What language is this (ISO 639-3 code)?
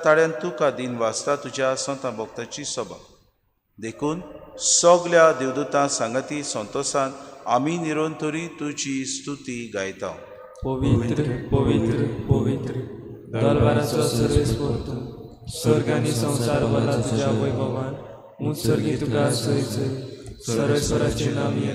kok